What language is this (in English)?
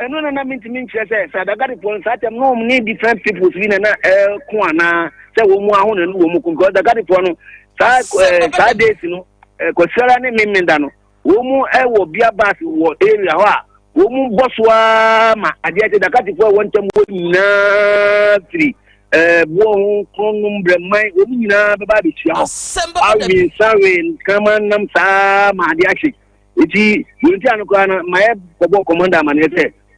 Akan